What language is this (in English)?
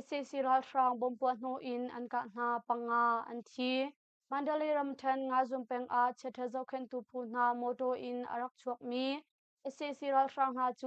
Hakha Chin